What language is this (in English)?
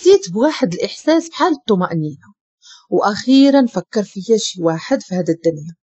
Moroccan Arabic